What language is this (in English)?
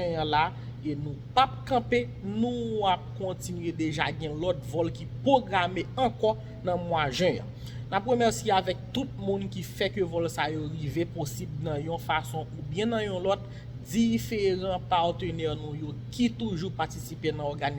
Haitian Creole